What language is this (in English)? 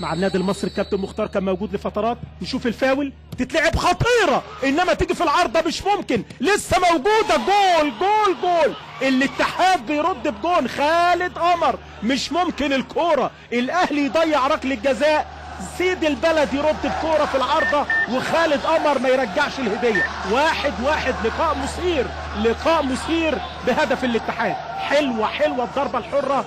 Egyptian Arabic